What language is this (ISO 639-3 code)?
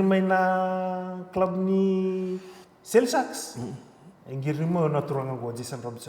fij